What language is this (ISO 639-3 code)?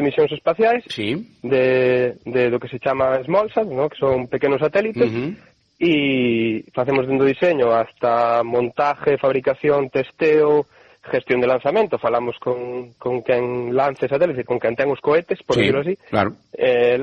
glg